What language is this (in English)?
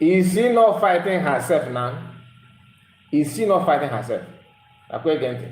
Igbo